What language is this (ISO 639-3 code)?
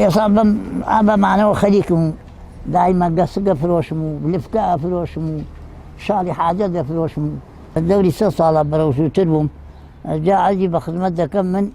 ckb